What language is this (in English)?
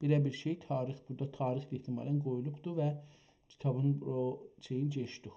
South Azerbaijani